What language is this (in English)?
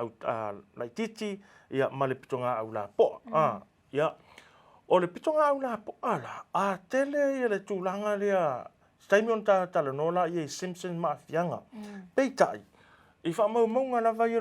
Samoan